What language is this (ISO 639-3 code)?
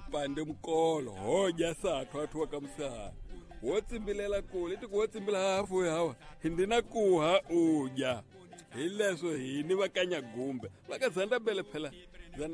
tso